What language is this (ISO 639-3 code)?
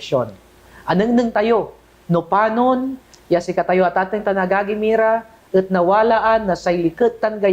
pag